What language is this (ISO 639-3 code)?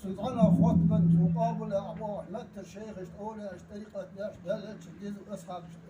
inh